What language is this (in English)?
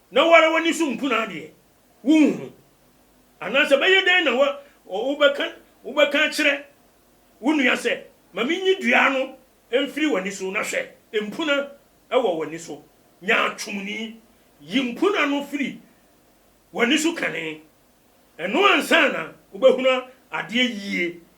Akan